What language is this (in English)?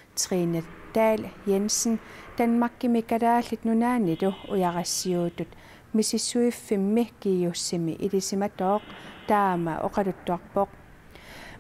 Kalaallisut